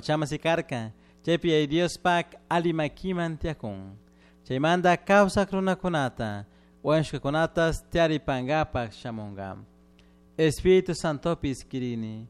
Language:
Chimborazo Highland Quichua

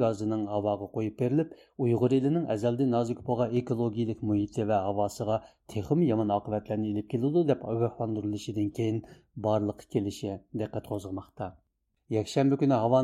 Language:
Uyghur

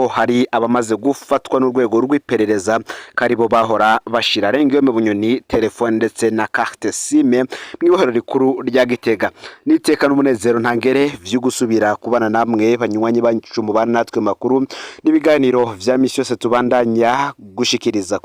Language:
Rundi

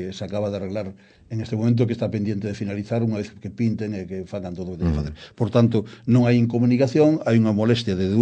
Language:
Galician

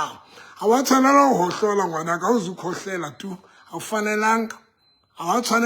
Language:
Southern Sotho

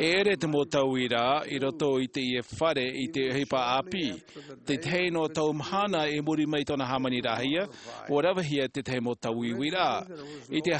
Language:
Tahitian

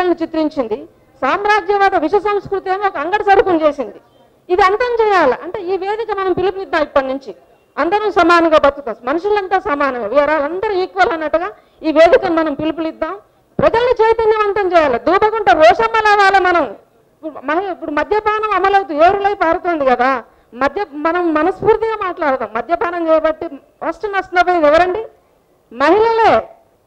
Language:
Telugu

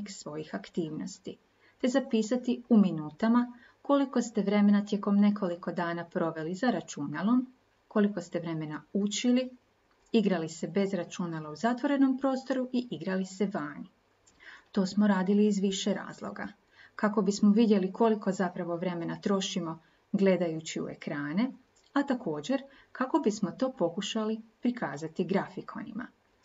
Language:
Croatian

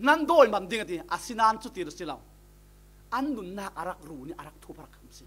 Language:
Falam Chin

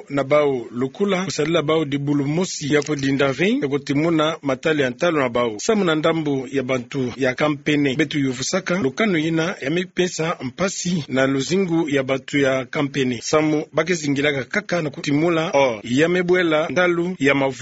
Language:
Kituba (Democratic Republic of Congo)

